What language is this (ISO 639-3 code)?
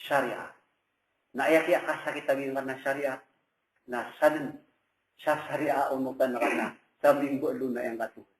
mrw